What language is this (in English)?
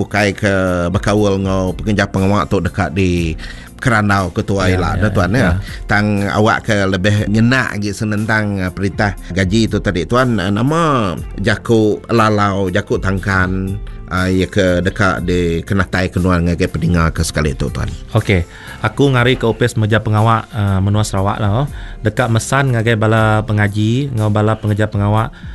Iban